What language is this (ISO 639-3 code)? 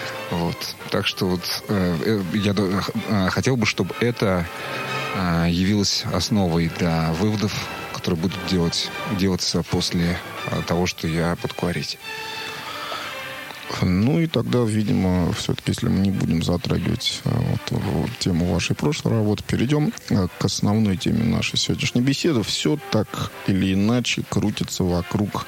rus